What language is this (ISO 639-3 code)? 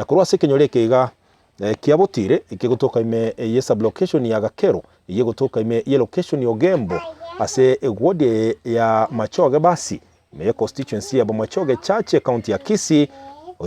guz